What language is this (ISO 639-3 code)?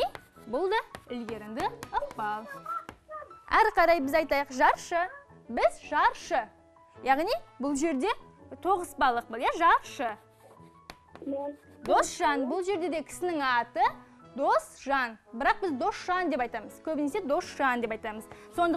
kaz